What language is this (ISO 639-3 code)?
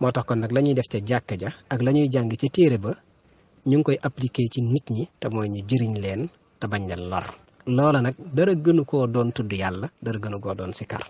wol